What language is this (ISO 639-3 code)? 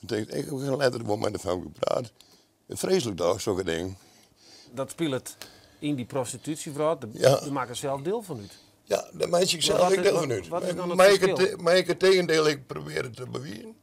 fry